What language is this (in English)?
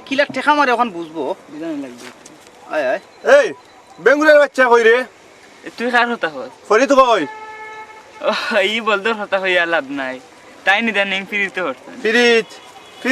Sylheti